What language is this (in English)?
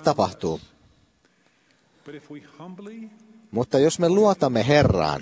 Finnish